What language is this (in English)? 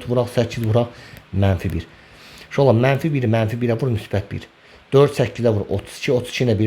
Azerbaijani